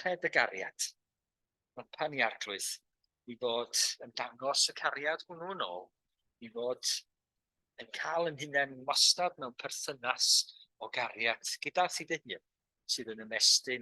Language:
Welsh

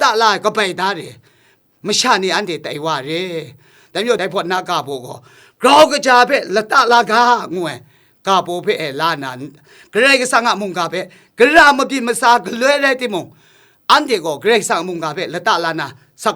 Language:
Kachin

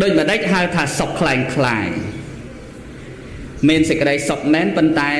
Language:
Khmer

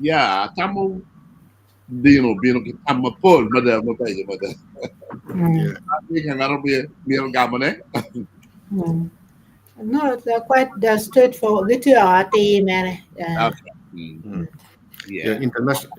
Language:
Acoli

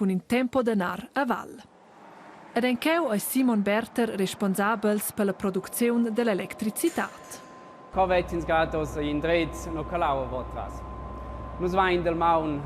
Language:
Romansh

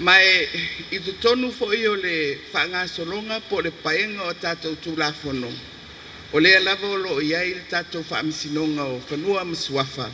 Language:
Samoan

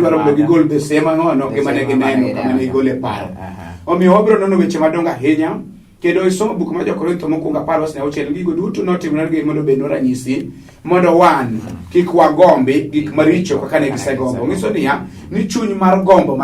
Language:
Luo (Kenya and Tanzania)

